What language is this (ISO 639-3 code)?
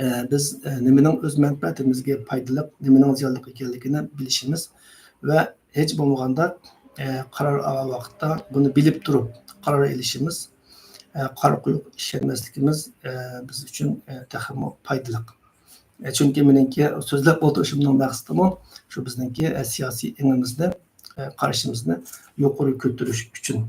uig